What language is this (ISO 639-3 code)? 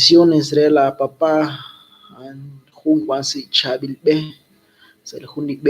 kek